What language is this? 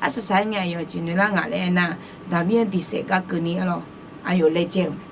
Akha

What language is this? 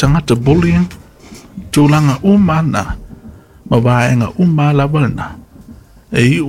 Samoan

